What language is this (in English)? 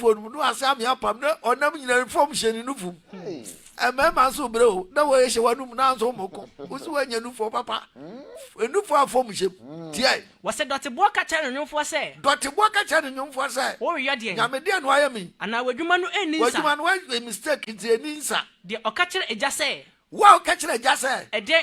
Akan